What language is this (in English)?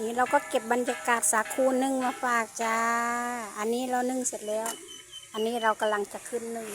Lao